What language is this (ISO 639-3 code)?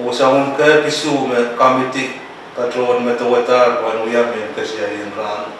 pon